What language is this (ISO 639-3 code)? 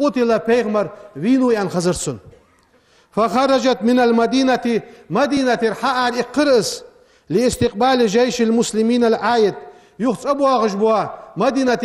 inh